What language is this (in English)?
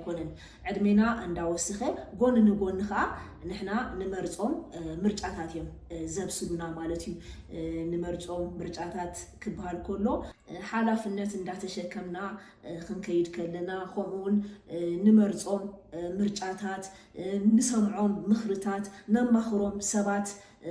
Tigrinya